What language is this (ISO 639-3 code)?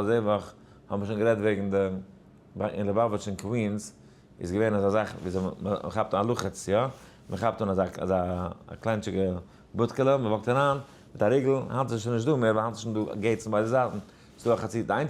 yid